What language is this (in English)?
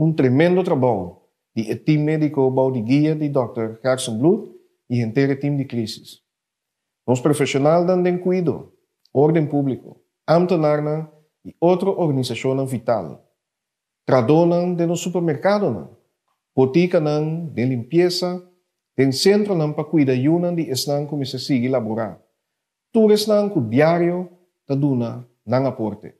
Papiamento